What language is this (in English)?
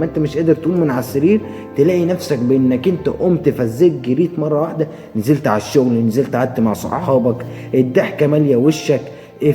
Egyptian Arabic